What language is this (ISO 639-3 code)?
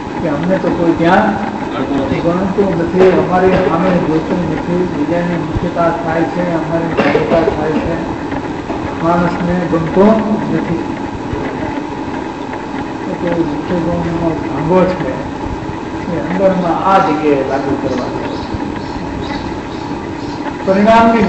guj